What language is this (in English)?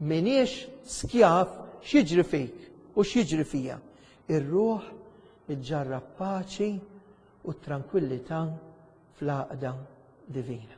Maltese